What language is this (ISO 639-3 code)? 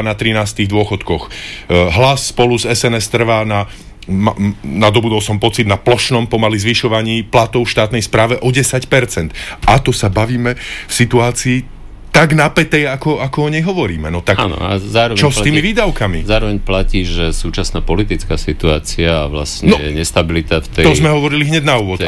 slk